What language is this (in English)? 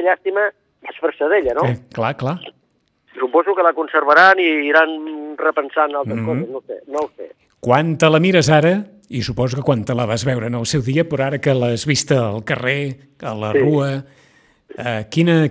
Catalan